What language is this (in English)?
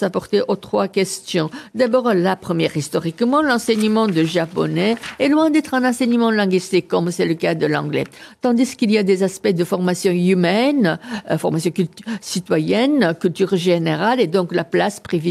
French